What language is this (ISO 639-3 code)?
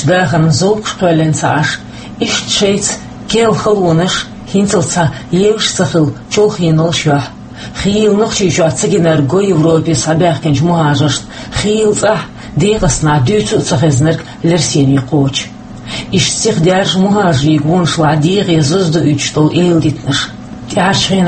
che